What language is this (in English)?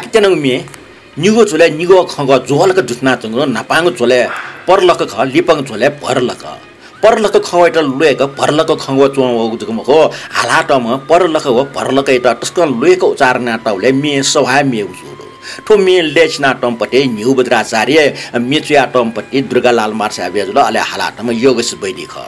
Newari